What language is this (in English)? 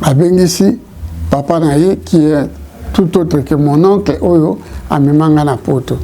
Lingala